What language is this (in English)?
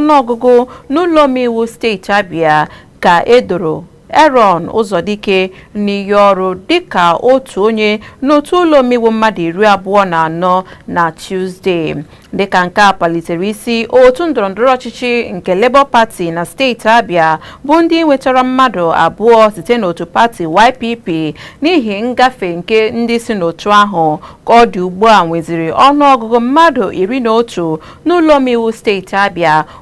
Igbo